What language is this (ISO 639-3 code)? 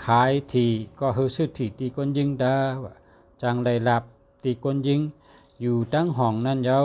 shn